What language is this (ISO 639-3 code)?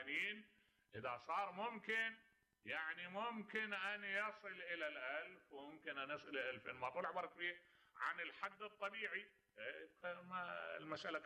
acm